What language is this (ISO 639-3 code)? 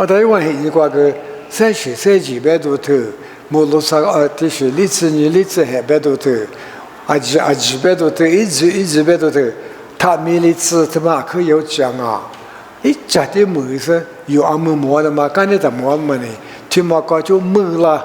lis